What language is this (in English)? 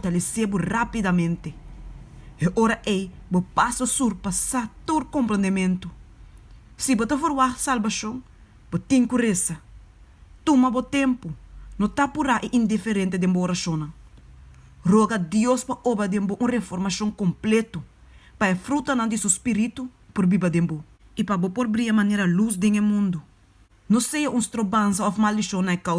Papiamento